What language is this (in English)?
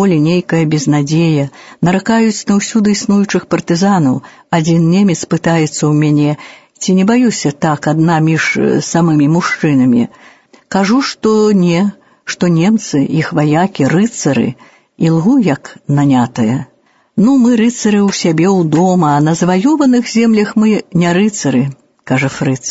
Belarusian